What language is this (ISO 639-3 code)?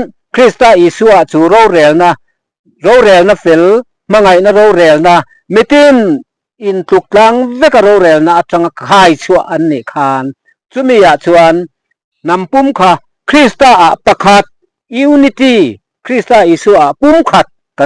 lus